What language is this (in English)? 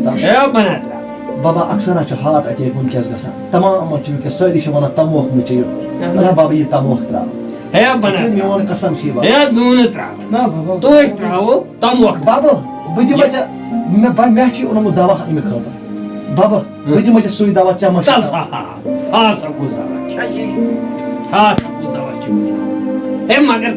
Kashmiri